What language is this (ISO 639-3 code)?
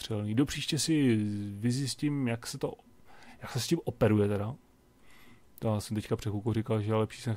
ces